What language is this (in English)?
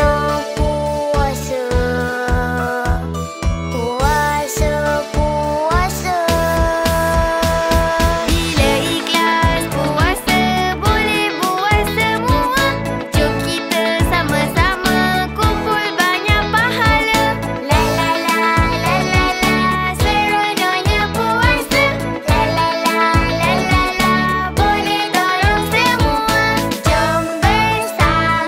Malay